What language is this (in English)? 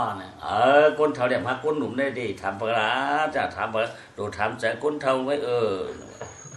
Shan